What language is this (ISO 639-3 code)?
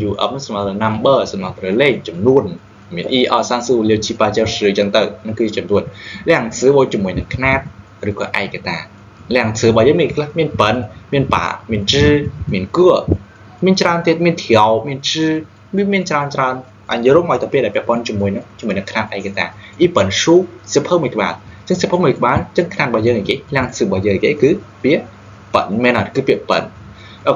khm